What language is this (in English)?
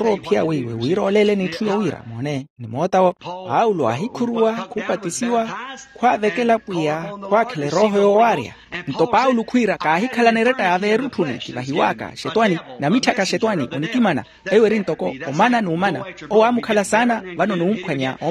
Makhuwa